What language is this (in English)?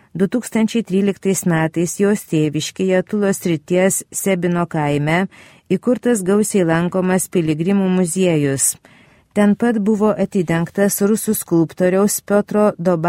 Lithuanian